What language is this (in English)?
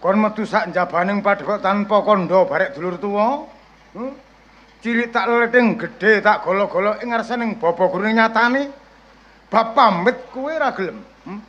Javanese